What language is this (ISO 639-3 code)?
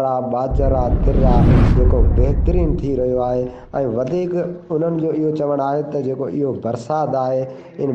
snd